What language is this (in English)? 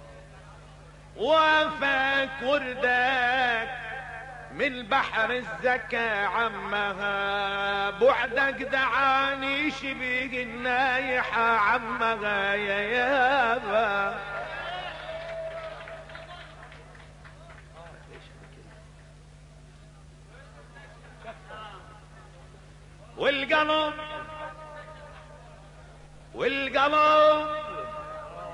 Arabic